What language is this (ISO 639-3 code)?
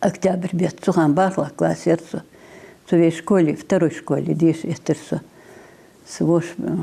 inh